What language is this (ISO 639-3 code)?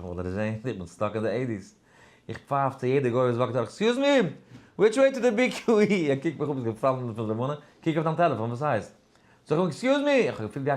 yid